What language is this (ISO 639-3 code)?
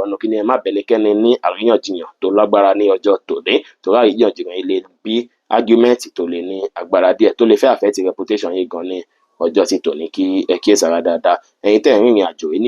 yor